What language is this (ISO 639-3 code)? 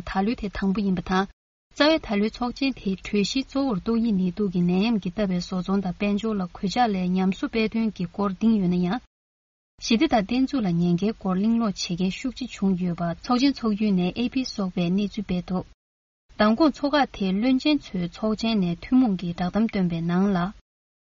bod